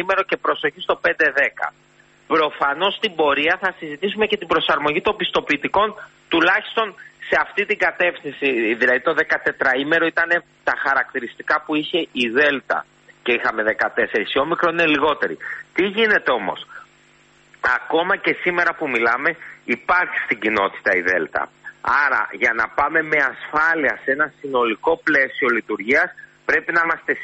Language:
Greek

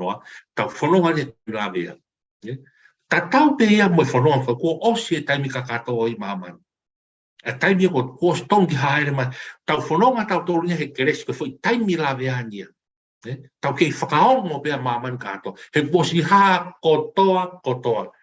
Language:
Tongan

